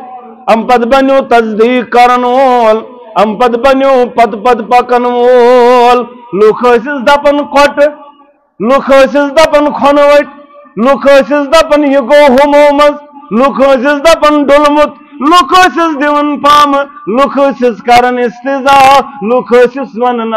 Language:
Kashmiri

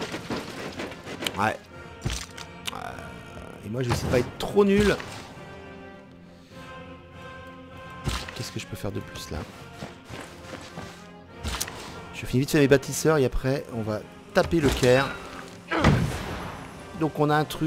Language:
French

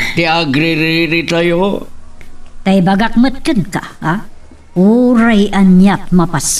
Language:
Iloko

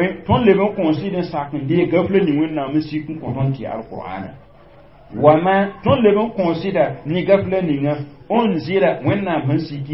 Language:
Mossi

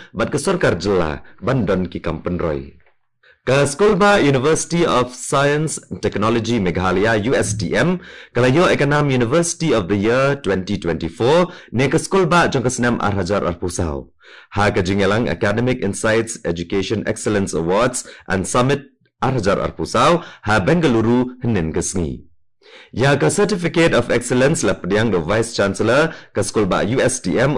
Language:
Khasi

